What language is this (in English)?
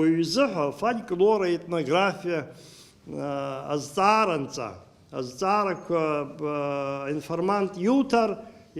Abkhazian